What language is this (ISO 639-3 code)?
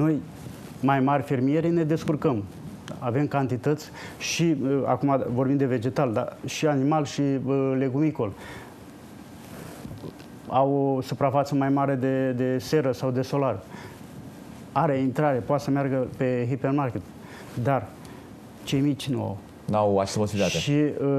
ron